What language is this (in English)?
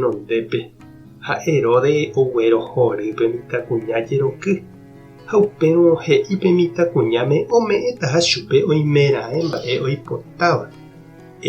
Guarani